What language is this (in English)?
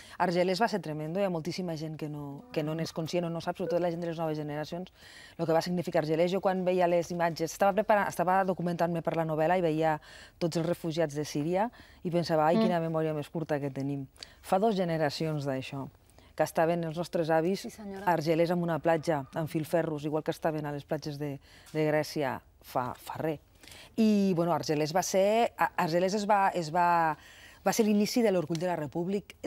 Catalan